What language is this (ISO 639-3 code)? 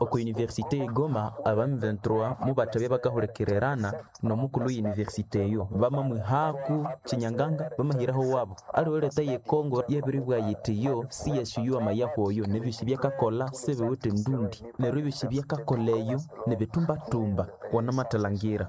nnb